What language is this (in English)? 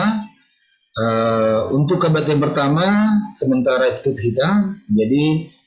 Batak Simalungun